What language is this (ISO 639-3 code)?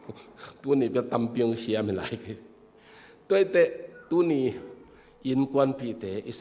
ctd